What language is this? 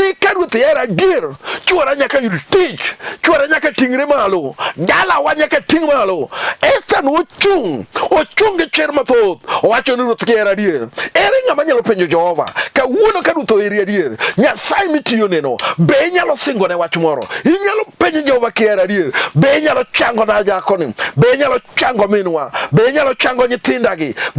Luo (Kenya and Tanzania)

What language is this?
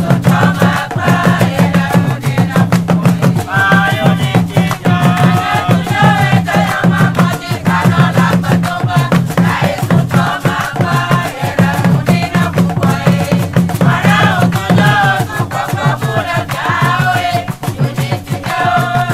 Ewe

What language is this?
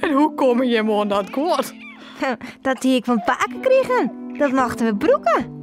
Western Frisian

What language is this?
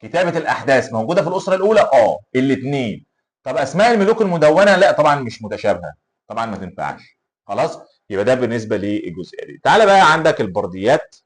Egyptian Arabic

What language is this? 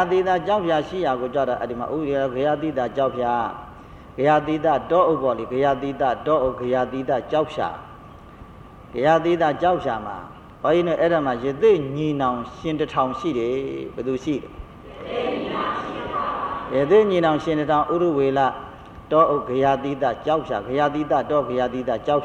Burmese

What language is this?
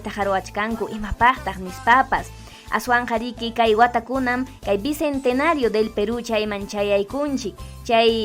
Ayacucho Quechua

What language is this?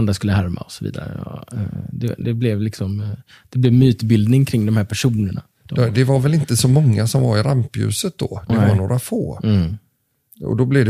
Swedish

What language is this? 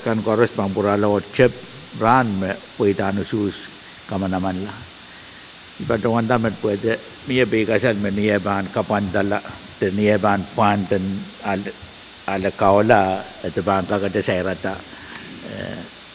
Pohnpeian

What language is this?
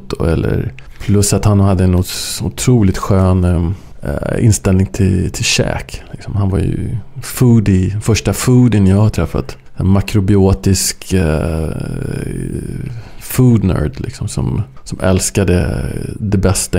Swedish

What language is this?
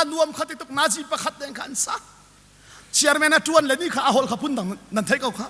Hakha Chin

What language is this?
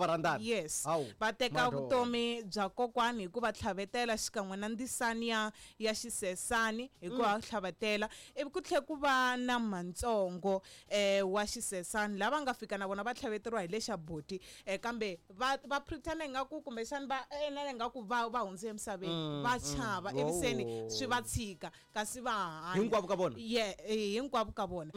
Tsonga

